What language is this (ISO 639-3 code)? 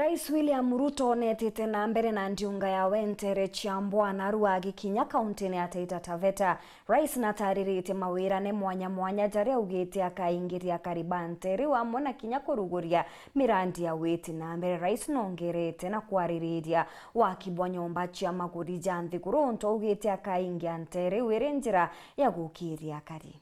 mer